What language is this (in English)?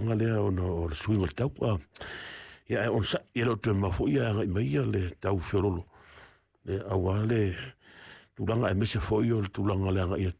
Samoan